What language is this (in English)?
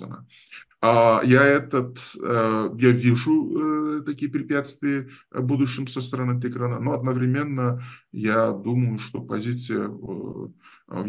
Russian